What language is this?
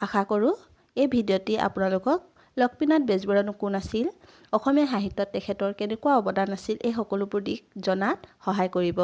Assamese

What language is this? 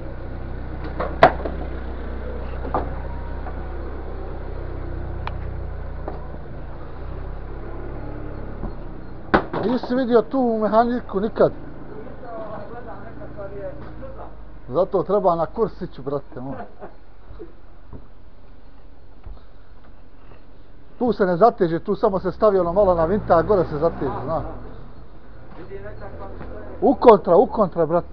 Bosnian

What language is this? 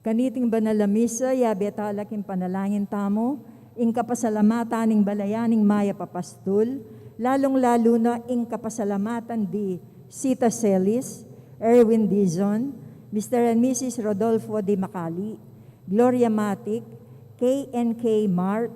Pampanga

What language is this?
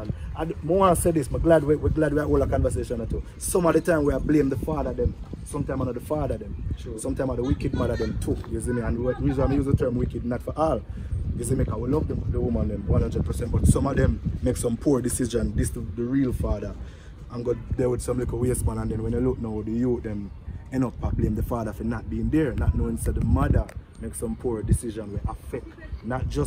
Jamaican Creole English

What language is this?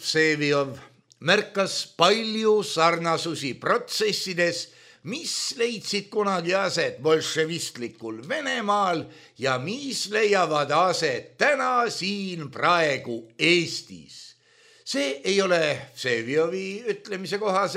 Estonian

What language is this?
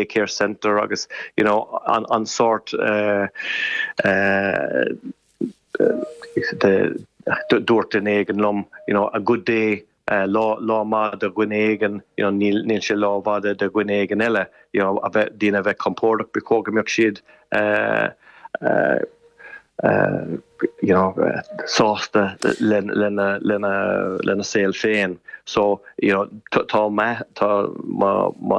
Irish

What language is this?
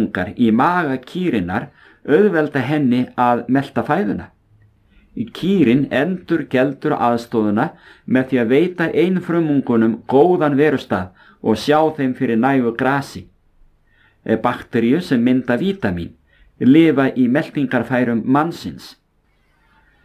Icelandic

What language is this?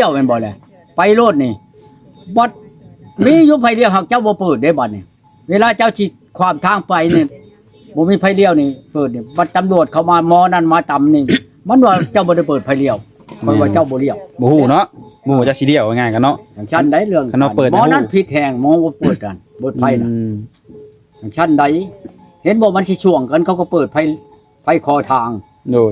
Lao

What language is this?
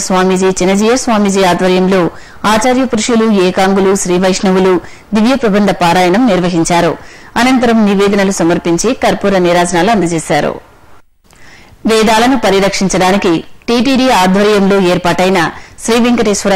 Telugu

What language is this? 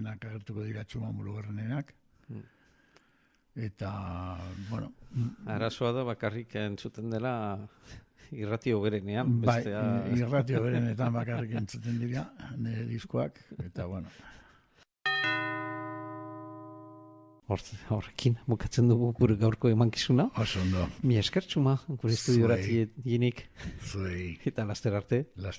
Basque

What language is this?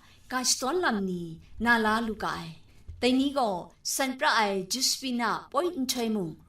Kachin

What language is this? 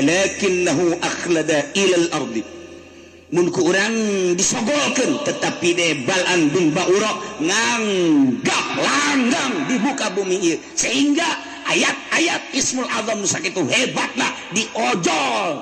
Sundanese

